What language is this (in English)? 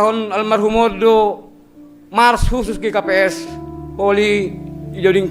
Batak Simalungun